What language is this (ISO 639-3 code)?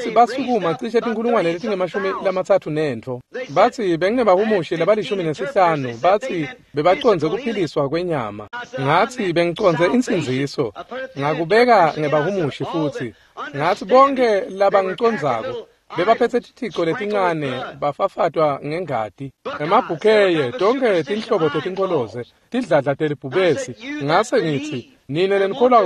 ssw